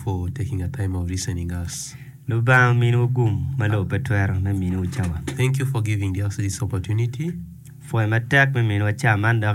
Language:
Acoli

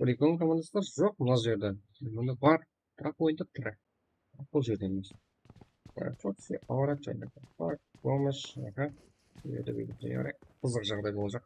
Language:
Kara-Kalpak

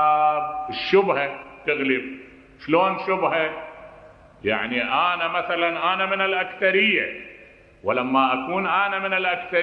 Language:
Mesopotamian Arabic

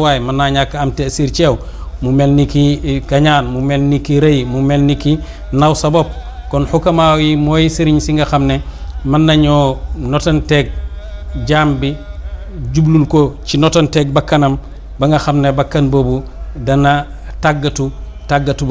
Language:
Wolof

